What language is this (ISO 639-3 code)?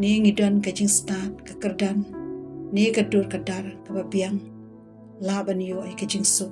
kha